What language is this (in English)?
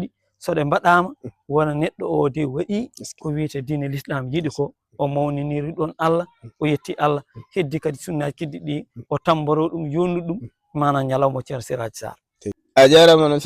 Fula